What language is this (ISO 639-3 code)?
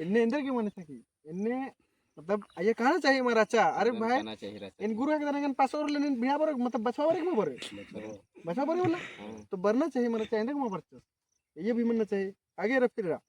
kru